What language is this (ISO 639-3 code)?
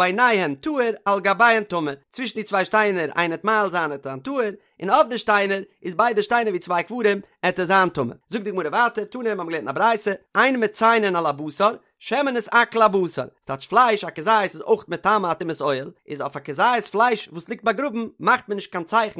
yid